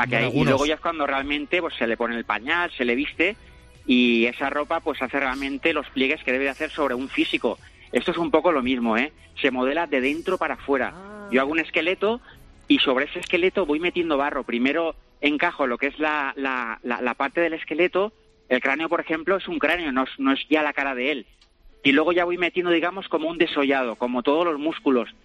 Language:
Spanish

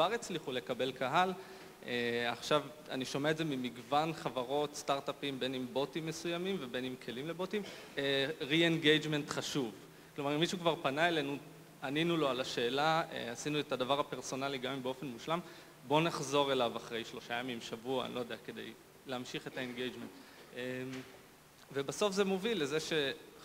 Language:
Hebrew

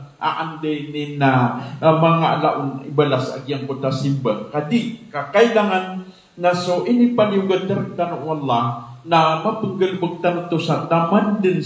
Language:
Maranao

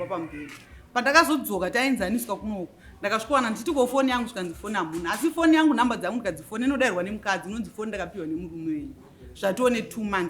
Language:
Shona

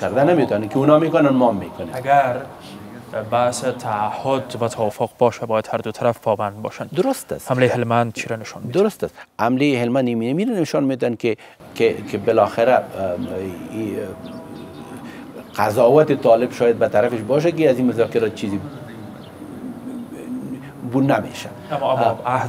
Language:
Persian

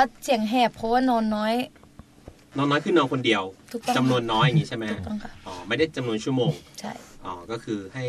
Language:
Thai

